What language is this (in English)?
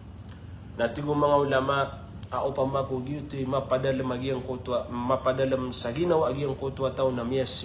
Maranao